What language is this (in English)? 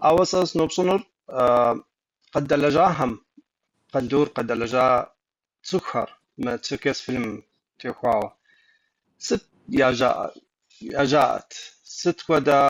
Kabardian